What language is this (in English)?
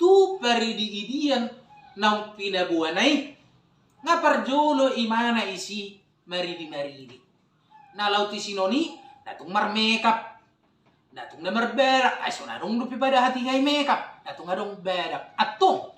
Batak Toba